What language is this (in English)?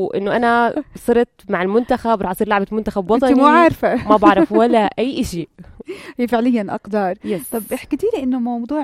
North Levantine Arabic